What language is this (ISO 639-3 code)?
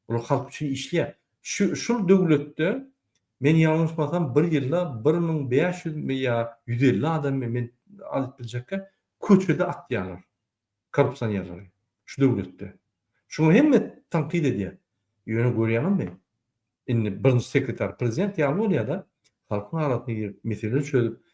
tuk